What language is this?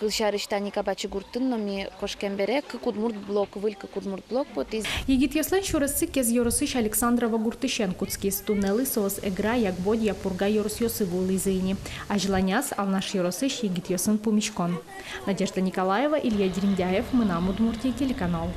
Udmurt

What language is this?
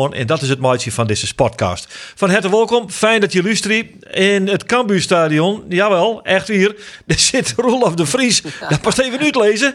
Western Frisian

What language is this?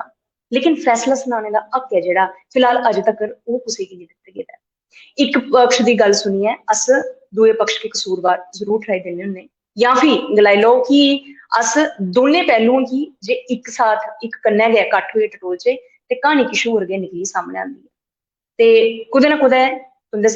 Dogri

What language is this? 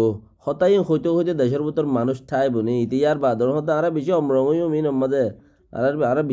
Rohingya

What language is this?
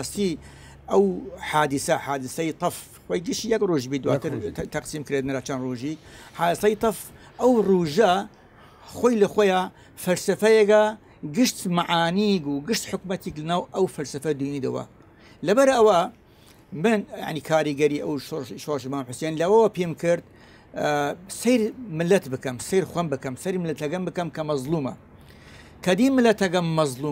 Southern Kurdish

